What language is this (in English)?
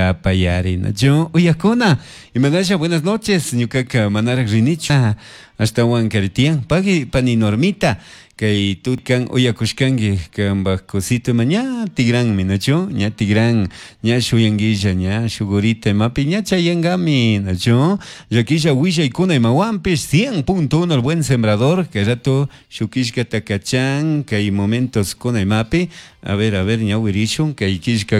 Chimborazo Highland Quichua